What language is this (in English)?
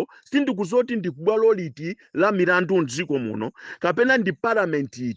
Nyanja